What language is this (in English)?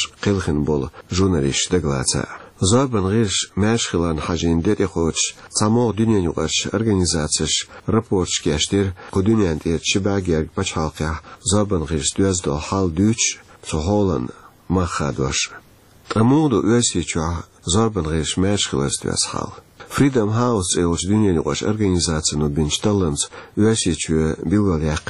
Chechen